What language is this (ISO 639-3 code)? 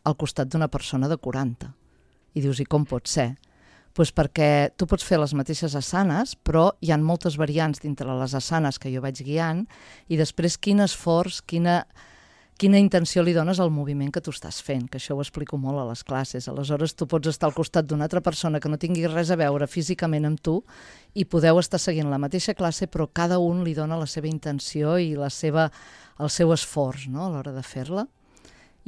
cat